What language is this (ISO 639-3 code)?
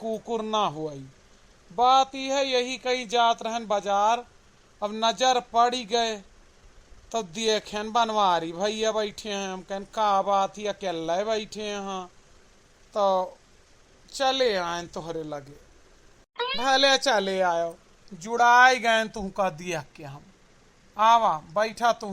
awa